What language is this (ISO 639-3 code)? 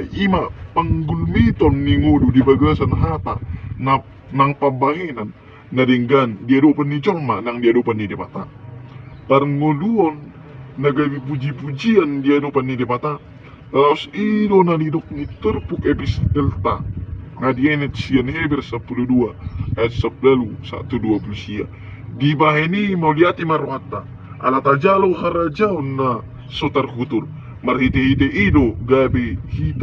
bbc